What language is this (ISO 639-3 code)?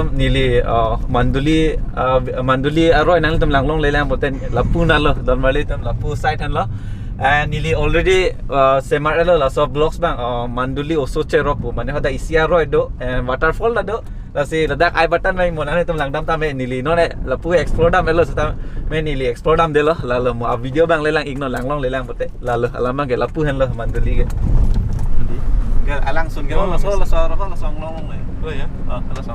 mjw